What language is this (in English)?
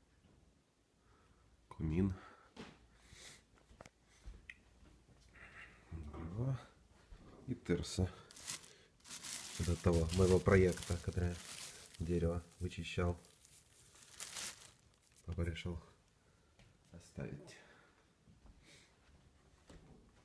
Russian